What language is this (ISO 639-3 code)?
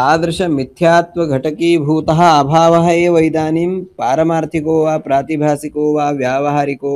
san